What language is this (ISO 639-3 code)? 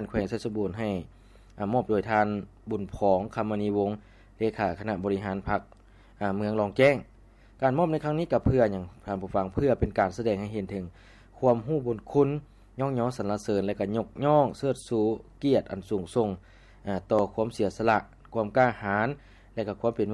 lao